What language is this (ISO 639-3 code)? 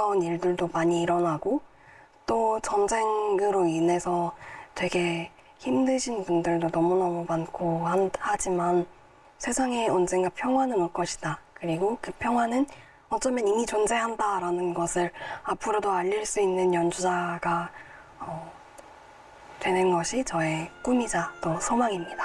kor